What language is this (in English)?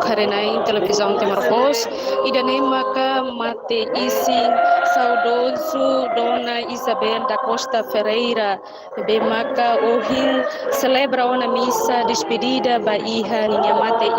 Tetum